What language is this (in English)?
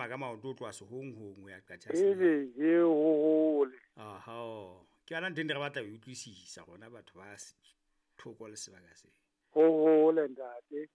Southern Sotho